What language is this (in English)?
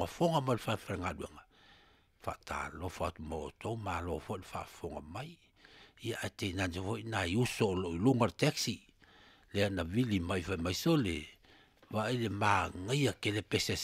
Samoan